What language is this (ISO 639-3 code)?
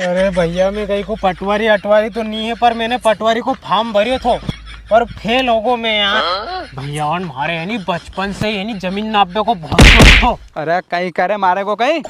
raj